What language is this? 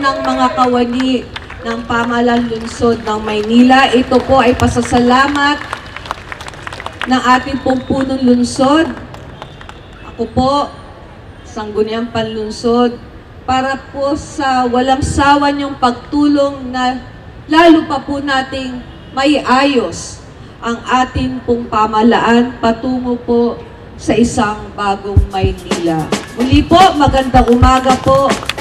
Filipino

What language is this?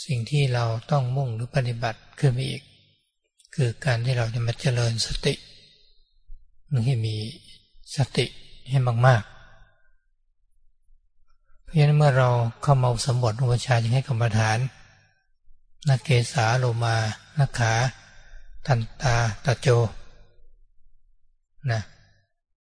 Thai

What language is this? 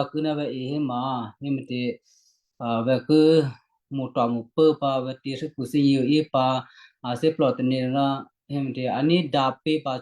Western Kayah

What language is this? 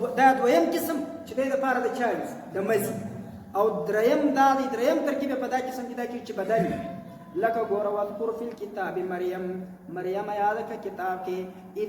Pashto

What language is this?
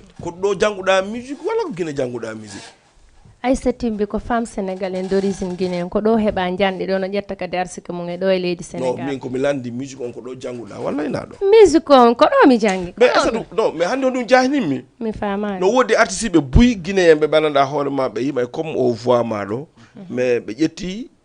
Fula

